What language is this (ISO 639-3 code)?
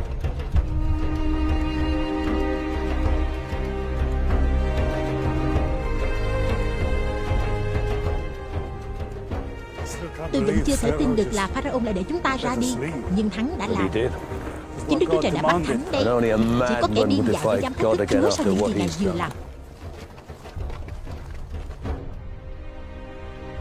vie